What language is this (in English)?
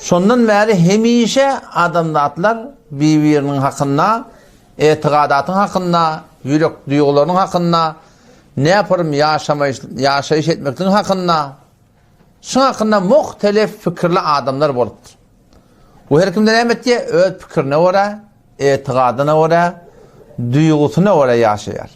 Turkmen